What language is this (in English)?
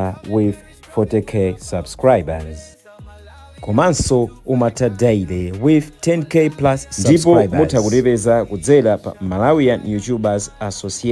Nyanja